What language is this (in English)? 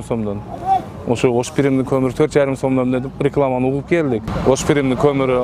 Kyrgyz